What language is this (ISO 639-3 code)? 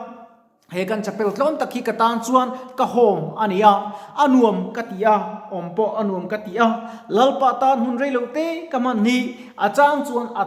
lus